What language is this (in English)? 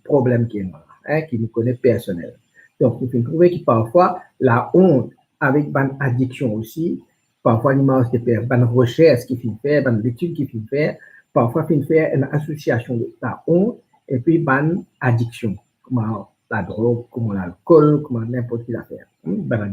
Morisyen